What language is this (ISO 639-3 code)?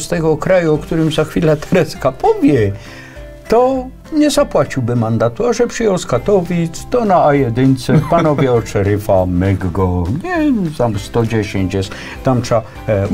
pol